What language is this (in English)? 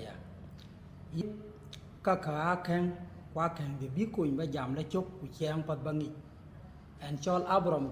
Dinka